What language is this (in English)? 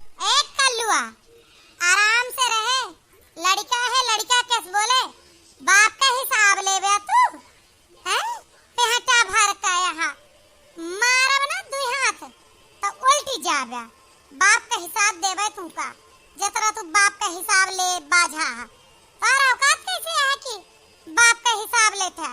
Awadhi